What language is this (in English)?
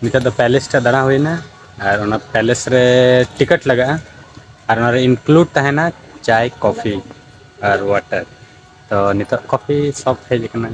Santali